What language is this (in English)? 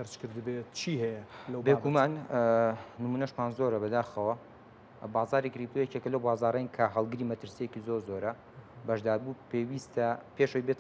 Central Kurdish